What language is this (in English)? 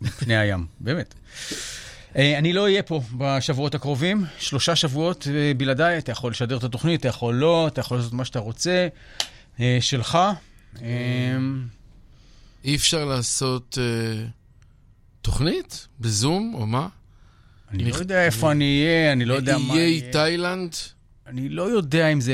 Hebrew